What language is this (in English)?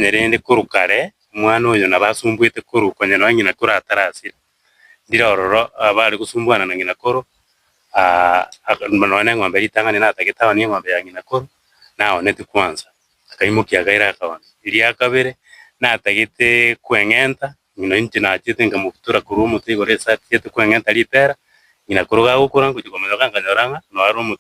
Gusii